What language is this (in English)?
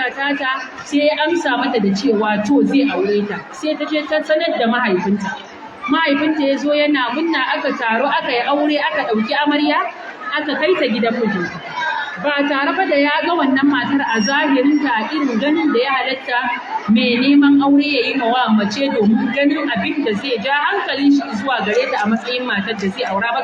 Hausa